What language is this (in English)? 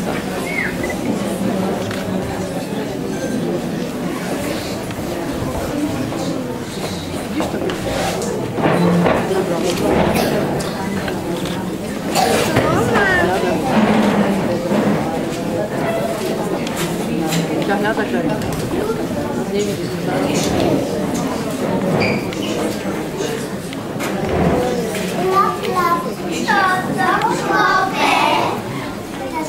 Slovak